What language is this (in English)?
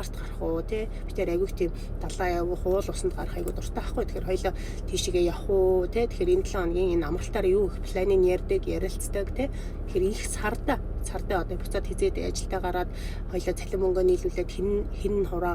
Mongolian